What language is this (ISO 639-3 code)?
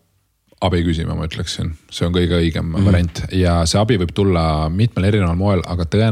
est